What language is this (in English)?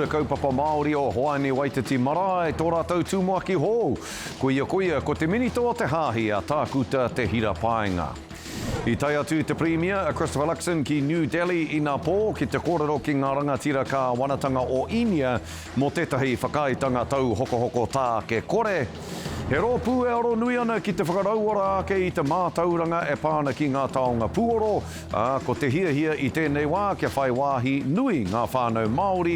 Māori